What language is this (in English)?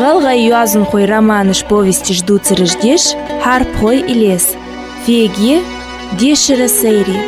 Ingush